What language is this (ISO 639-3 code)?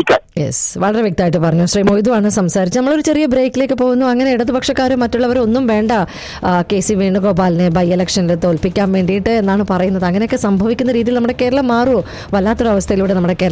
mal